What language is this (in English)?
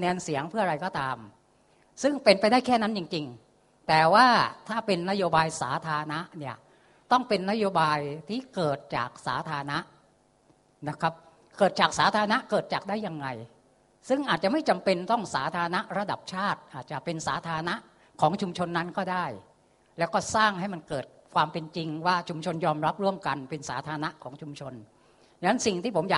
Thai